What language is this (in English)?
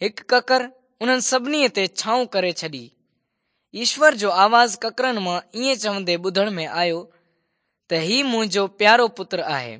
Sindhi